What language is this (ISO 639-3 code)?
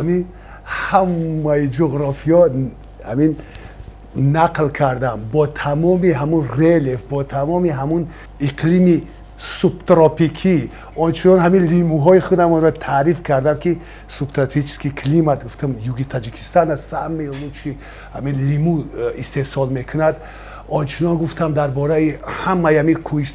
tgk